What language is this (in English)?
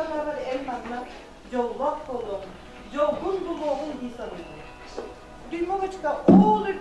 Yakut